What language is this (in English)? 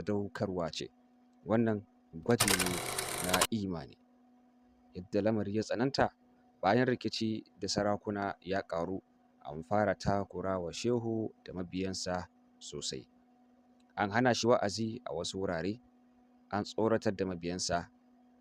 Hausa